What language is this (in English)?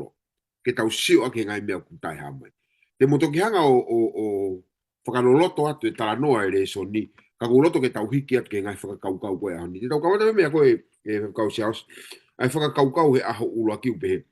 Tongan